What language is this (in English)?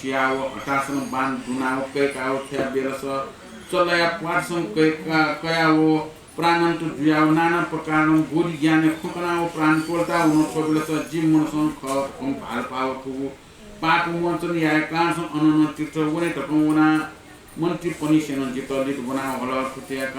Newari